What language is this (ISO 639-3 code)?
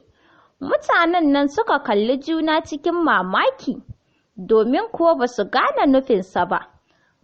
hau